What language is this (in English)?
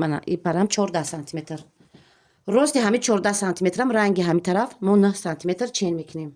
Tajik